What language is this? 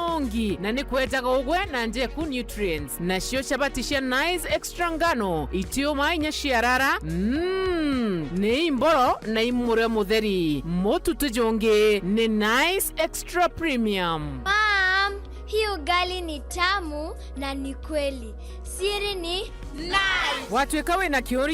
Meru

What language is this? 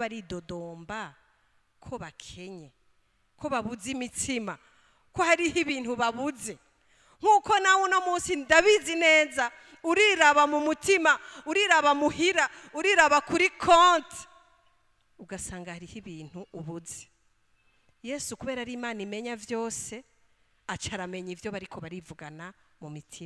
Rundi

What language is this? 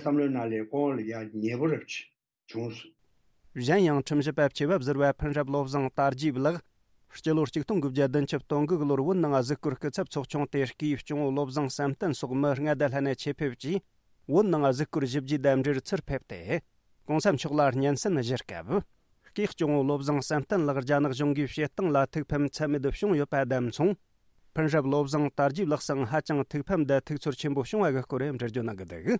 Tibetan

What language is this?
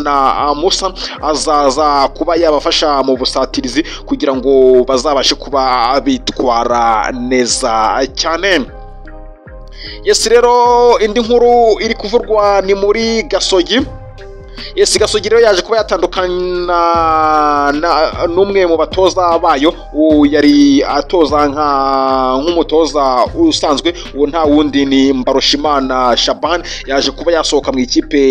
Kinyarwanda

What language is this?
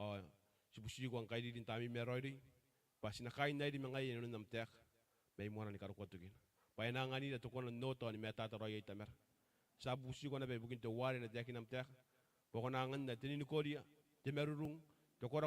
Gilbertese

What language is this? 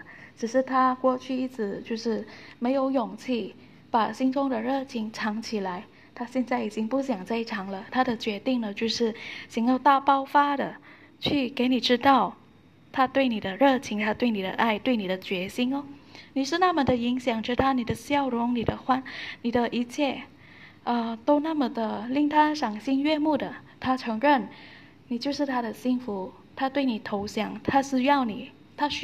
Chinese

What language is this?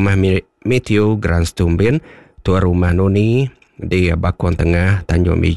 Iban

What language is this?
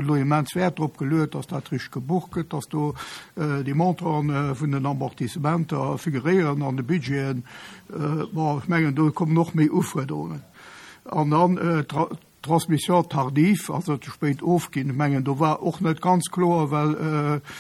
Luxembourgish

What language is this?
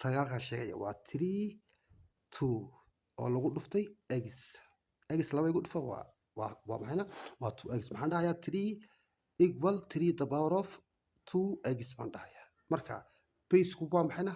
Somali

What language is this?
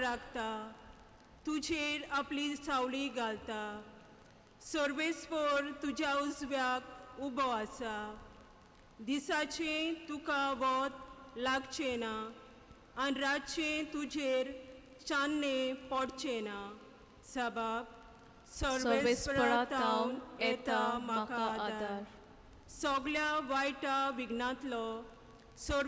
Konkani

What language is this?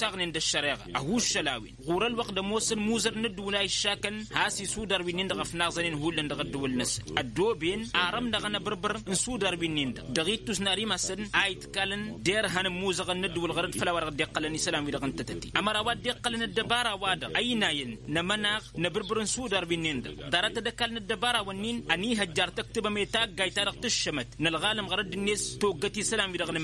Tamasheq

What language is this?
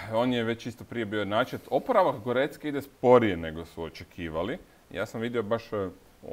Croatian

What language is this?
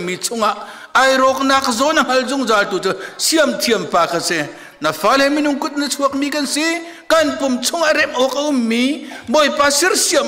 Hakha Chin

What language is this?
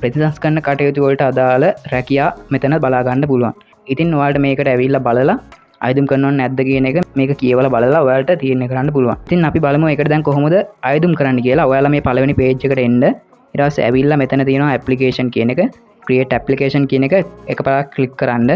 Sinhala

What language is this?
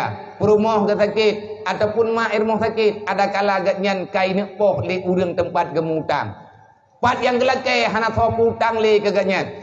Achinese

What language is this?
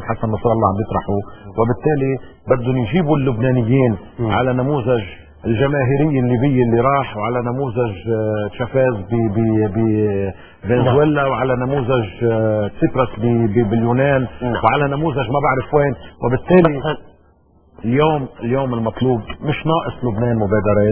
North Levantine Arabic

